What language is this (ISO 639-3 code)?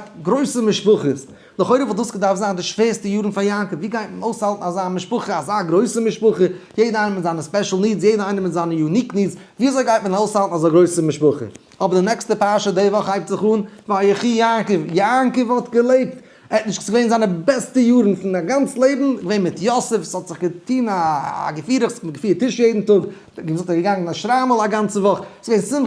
yid